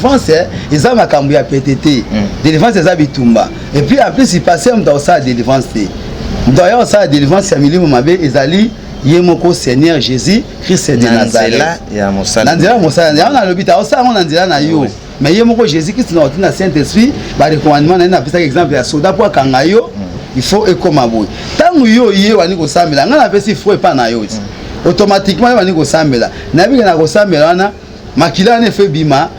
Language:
Lingala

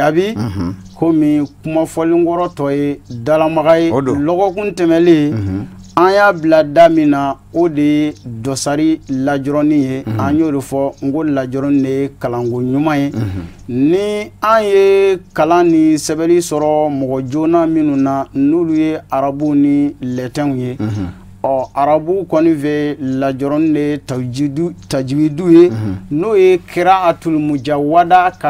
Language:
Bambara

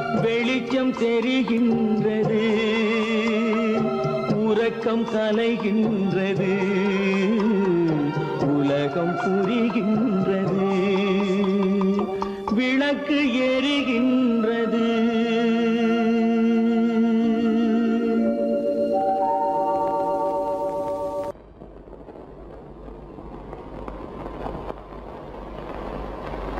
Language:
Tamil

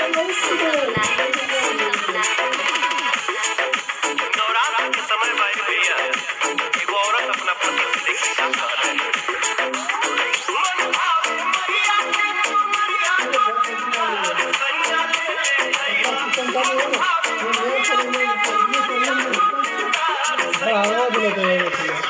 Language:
Bhojpuri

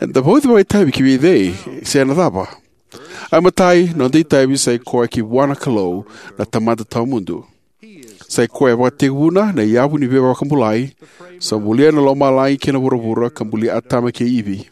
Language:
Fijian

